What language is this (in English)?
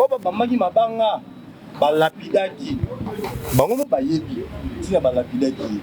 Lingala